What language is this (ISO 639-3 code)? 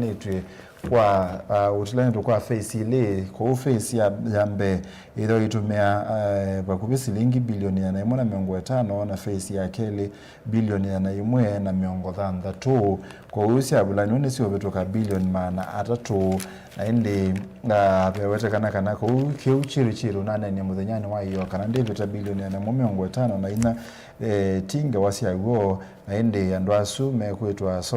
kam